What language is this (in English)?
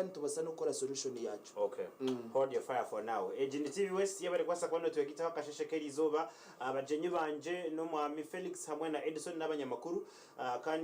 Nyankole